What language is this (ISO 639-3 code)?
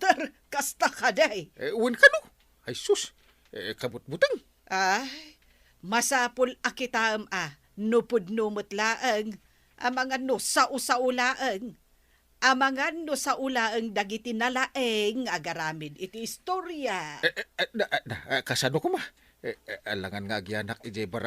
ilo